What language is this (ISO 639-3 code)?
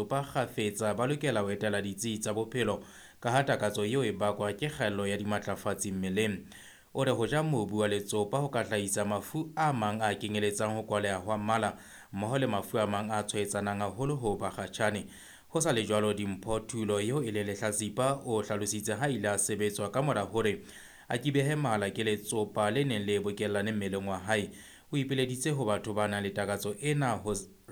sot